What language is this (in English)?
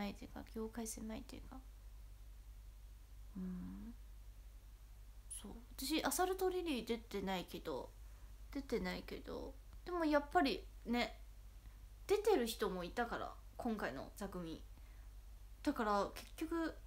Japanese